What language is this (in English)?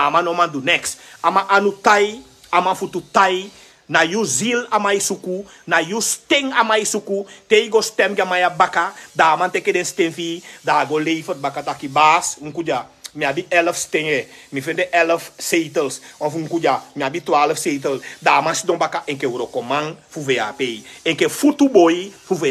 Sranan Tongo